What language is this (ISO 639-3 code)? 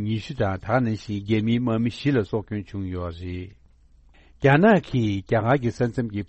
bod